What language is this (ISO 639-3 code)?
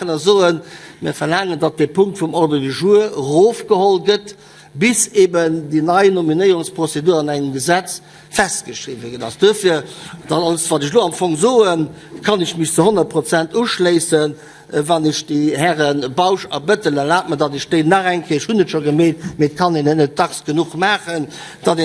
ltz